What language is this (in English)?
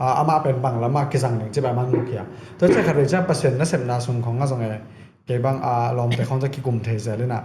Tedim Chin